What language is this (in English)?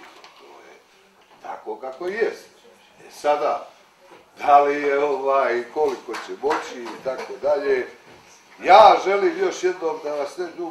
Serbian